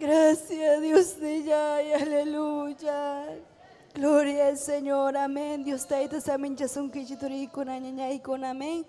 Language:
Ayacucho Quechua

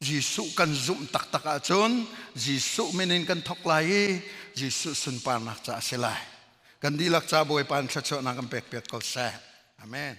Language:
Hakha Chin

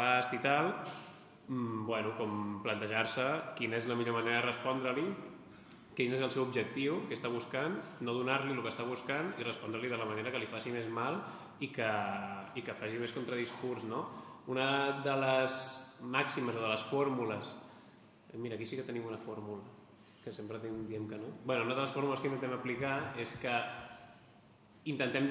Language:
Catalan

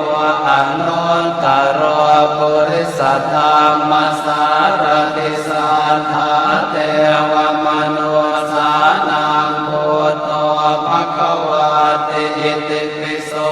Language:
Pali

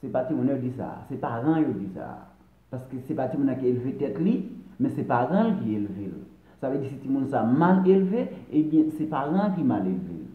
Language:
Haitian Creole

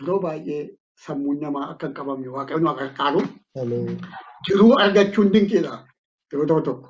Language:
Oromo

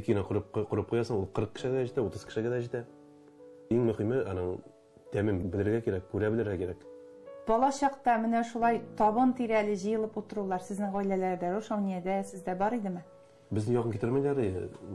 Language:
Tatar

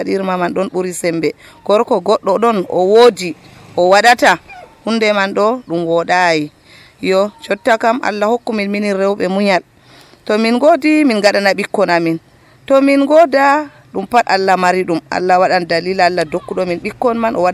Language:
Nigerian Fulfulde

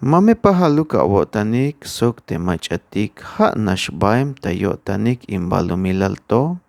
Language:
Tzeltal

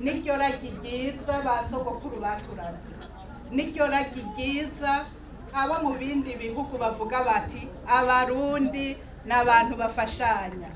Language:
Rundi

